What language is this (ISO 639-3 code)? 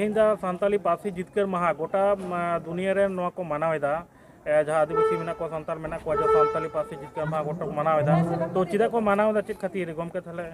sat